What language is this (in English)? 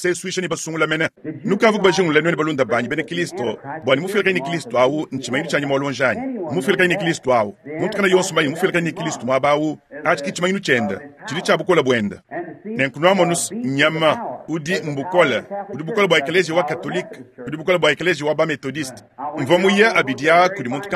Luba-Lulua